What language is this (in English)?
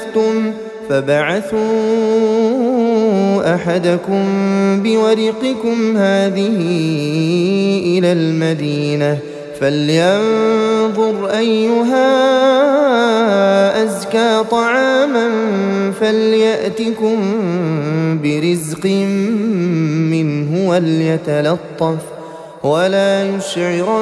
Arabic